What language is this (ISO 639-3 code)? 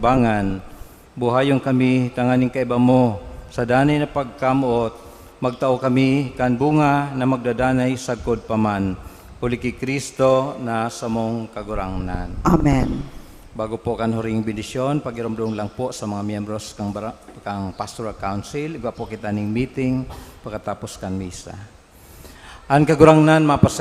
bik